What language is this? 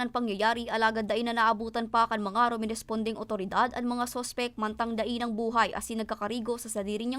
Bikol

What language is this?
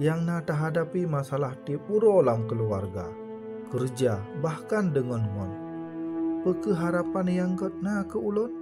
Achinese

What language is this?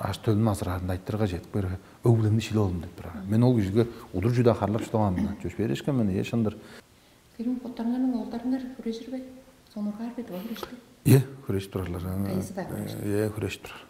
Tuvinian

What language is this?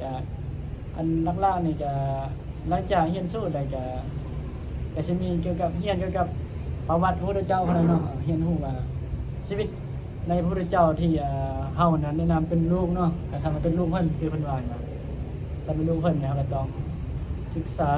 Northeastern Thai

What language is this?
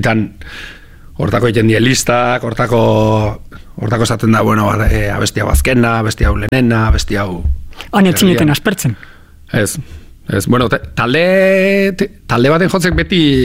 Basque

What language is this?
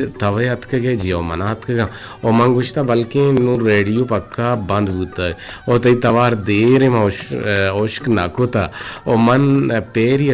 Eastern Balochi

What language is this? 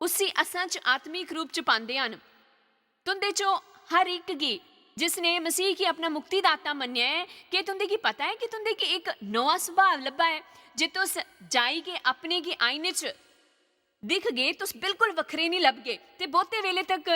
Dogri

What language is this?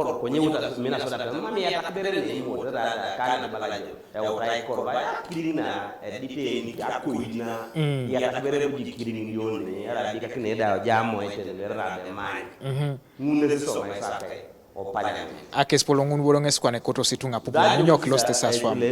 Teso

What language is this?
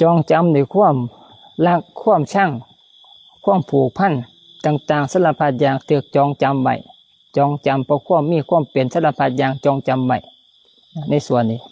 Lao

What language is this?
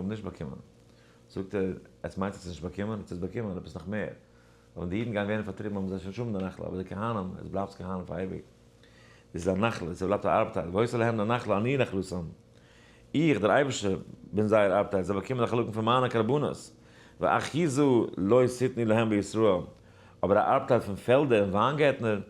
Yiddish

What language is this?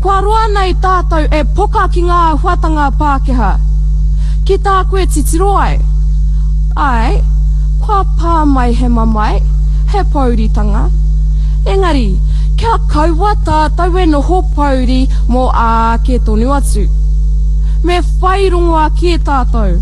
Māori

